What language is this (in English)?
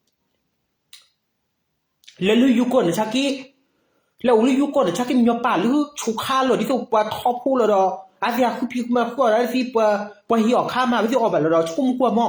S'gaw Karen